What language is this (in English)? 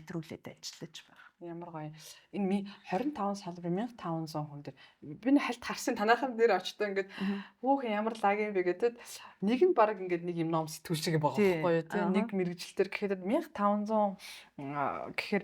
Mongolian